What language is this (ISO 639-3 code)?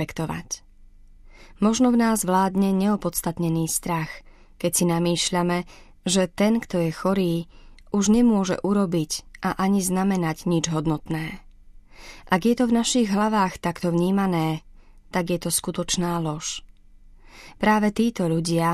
slk